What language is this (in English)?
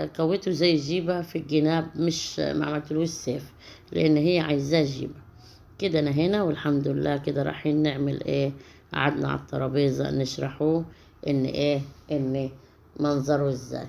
Egyptian Arabic